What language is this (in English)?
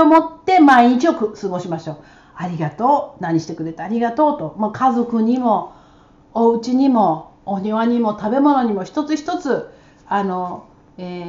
Japanese